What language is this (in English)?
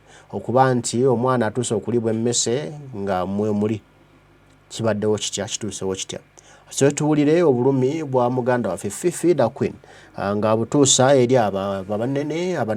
Ganda